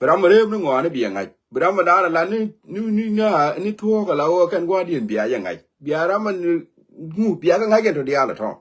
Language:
Nuer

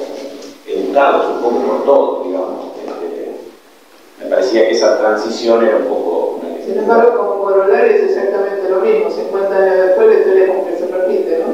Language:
Spanish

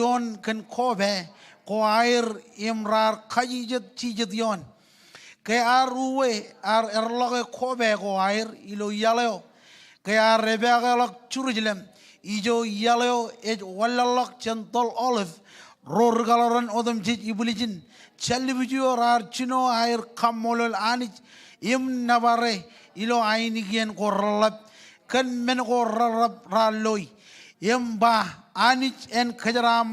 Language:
Marshallese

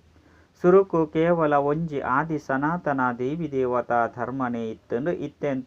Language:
Tulu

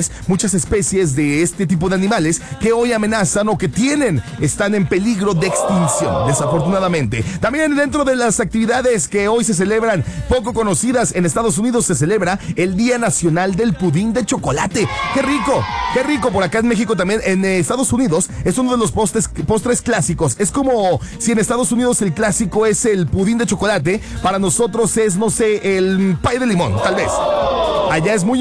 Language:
Spanish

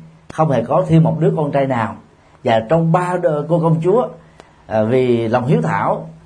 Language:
Vietnamese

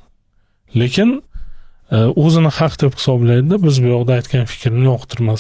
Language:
Uzbek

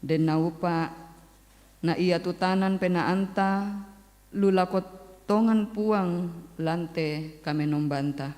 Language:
Toraja-Sa'dan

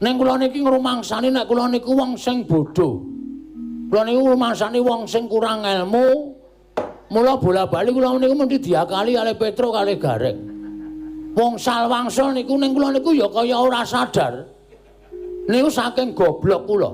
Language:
Javanese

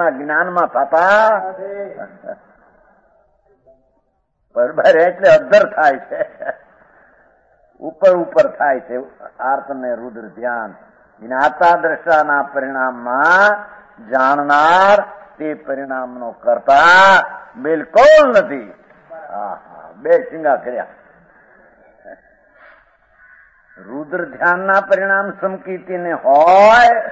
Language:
Gujarati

